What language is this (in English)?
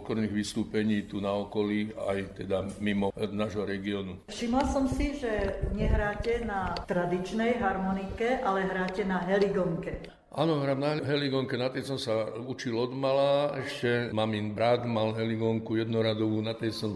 Slovak